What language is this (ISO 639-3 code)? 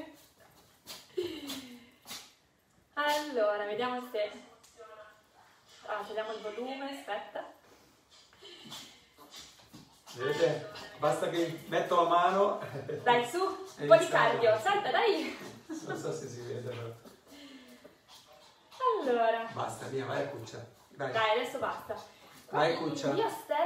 ita